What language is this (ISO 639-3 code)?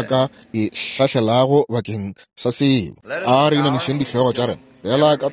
nso